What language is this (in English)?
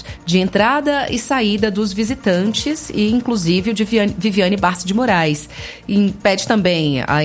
Portuguese